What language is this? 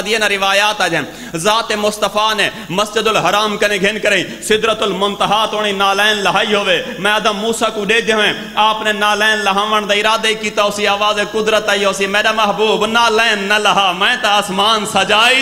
Saraiki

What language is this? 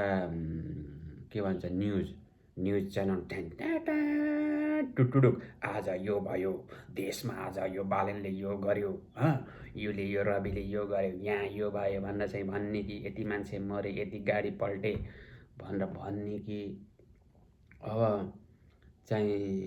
Nepali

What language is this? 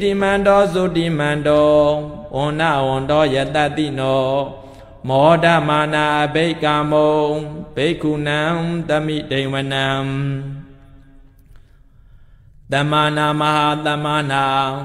Burmese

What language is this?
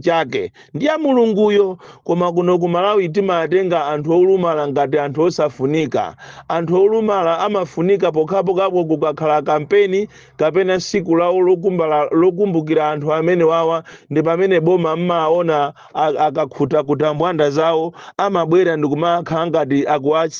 Nyanja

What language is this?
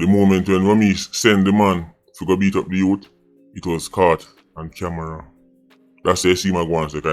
Jamaican Creole English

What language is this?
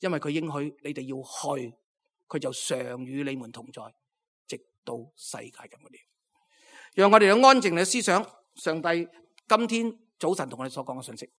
Cantonese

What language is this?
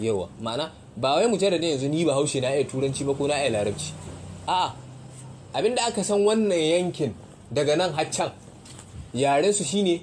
Hausa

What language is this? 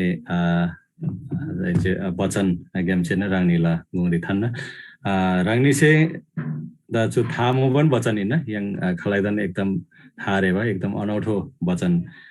Eastern Tamang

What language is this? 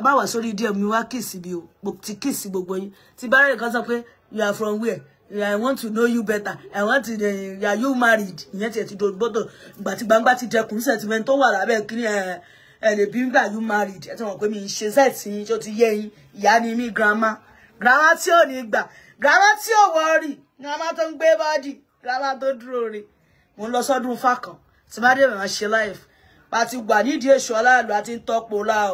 Yoruba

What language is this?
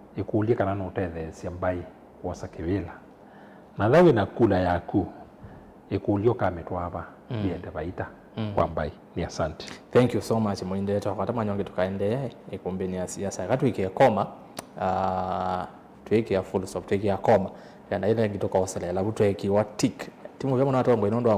Kamba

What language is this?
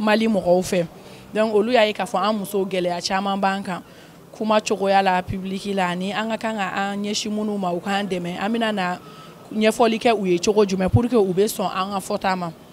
Bambara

